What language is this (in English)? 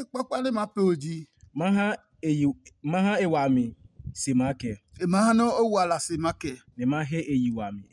Adangme